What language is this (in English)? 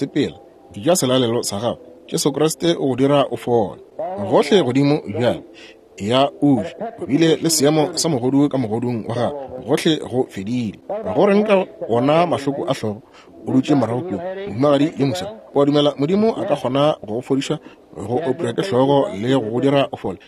Northern Sotho